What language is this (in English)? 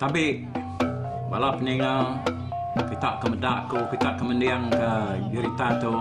Iban